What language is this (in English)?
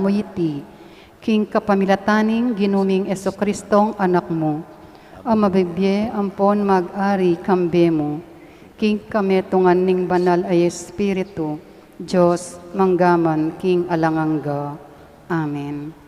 Pampanga